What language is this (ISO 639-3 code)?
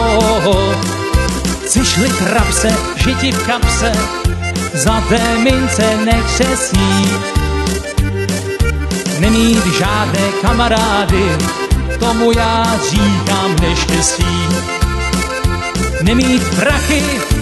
ces